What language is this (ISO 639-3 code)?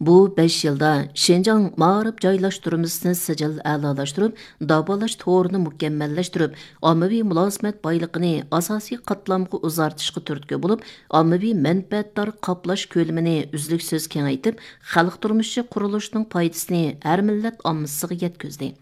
uig